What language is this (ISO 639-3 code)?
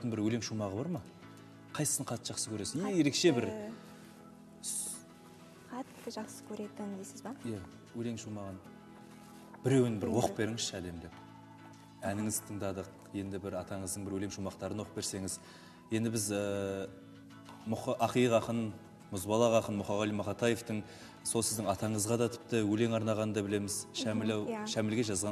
kaz